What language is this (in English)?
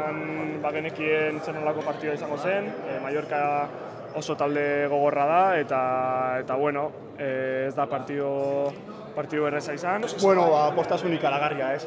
Basque